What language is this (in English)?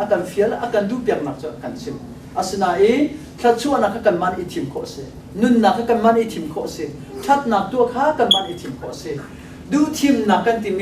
Hakha Chin